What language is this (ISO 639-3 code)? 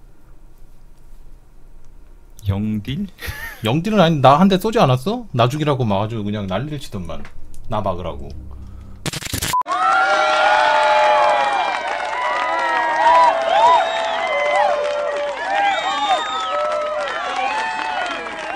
kor